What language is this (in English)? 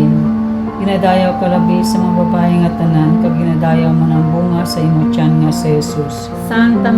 Hiligaynon